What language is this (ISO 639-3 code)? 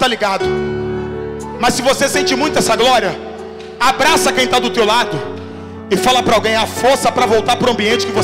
por